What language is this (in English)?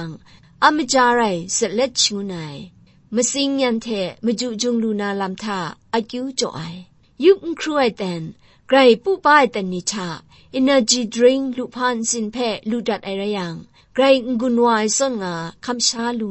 Kachin